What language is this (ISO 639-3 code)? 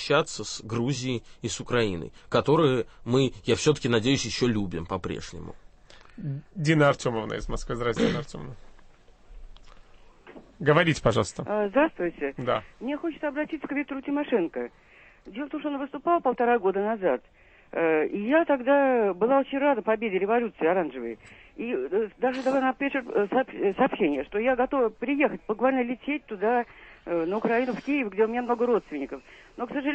rus